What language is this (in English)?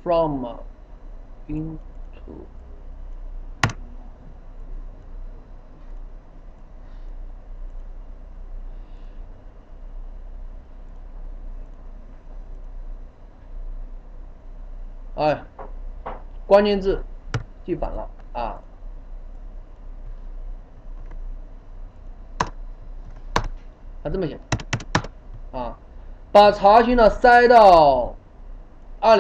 Chinese